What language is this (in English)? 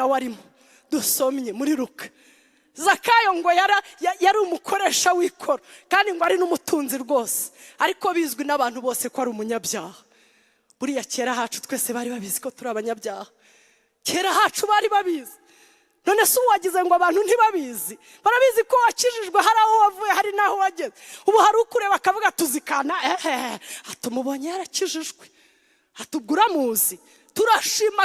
Kinyarwanda